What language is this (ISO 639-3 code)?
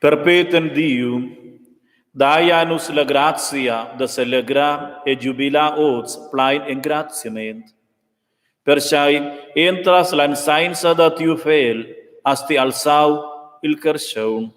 roh